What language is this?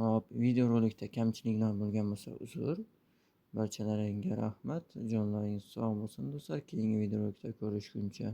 Uzbek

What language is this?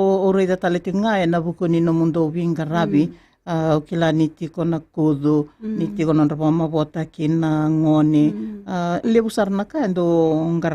Fijian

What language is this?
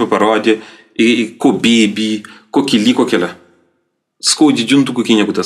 Kabuverdianu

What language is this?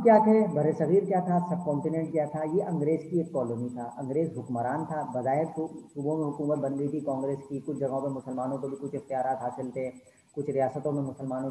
Urdu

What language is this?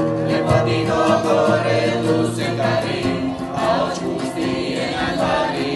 Basque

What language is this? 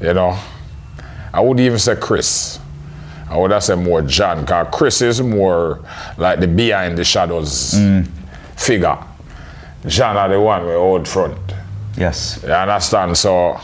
Jamaican Creole English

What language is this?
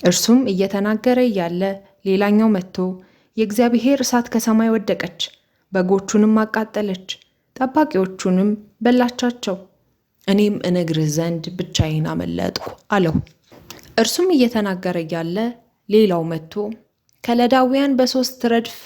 Amharic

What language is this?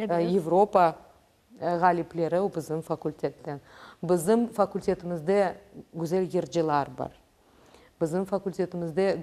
Crimean Tatar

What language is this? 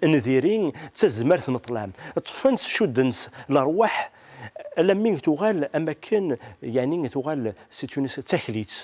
Kabyle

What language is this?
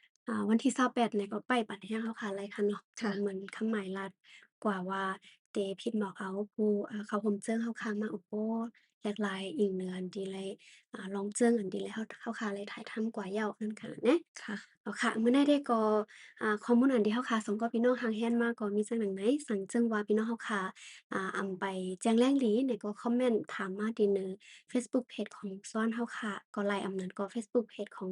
Shan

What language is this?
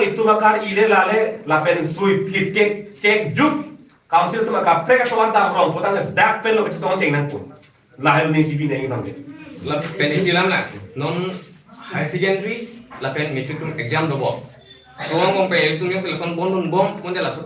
Karbi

